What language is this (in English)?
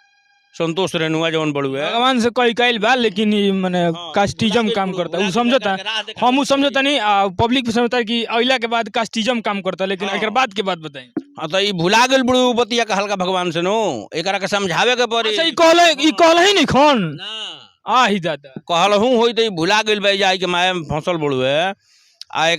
Bhojpuri